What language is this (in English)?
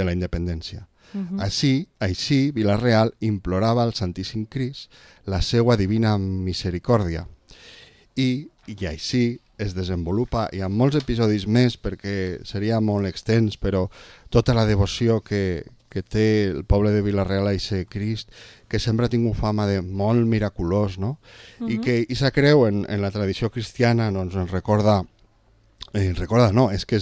Catalan